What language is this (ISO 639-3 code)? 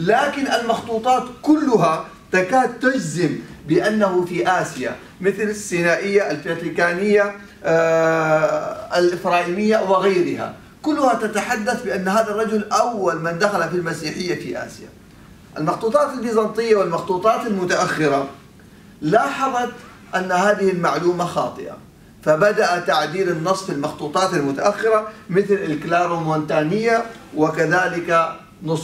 ara